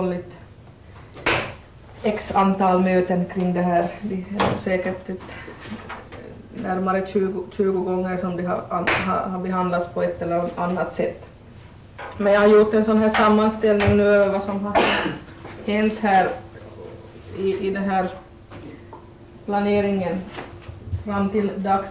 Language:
Swedish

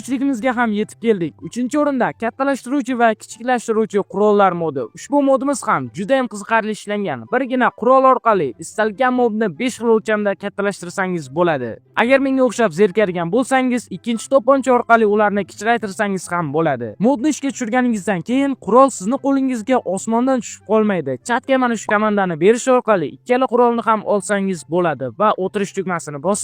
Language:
Uzbek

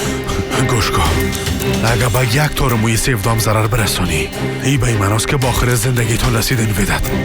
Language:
Persian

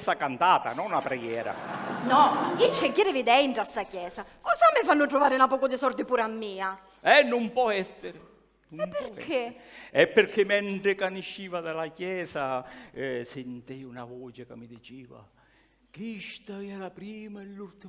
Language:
Sicilian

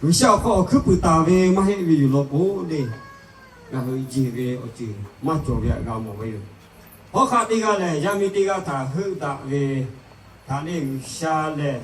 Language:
Lahu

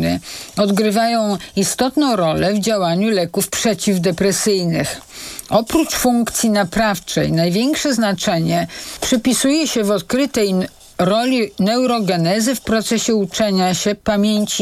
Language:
Polish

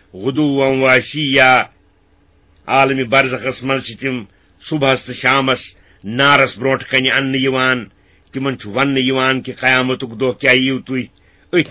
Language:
Kashmiri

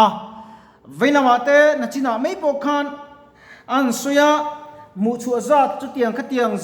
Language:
Mizo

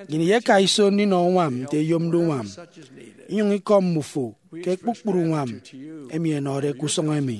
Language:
Efik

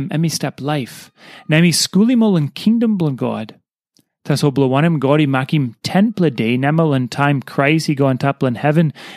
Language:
Tok Pisin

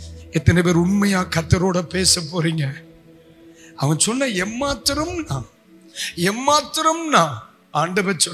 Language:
Tamil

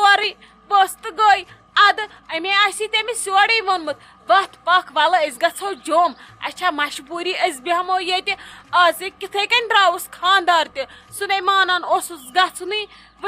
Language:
Kashmiri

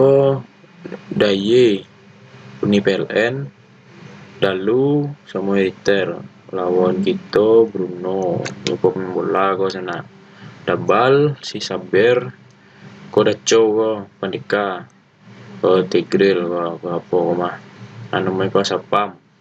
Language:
Minangkabau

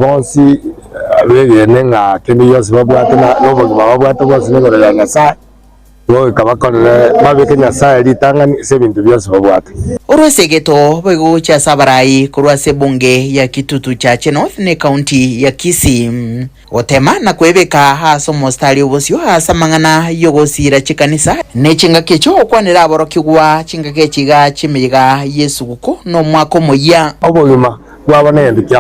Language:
Gusii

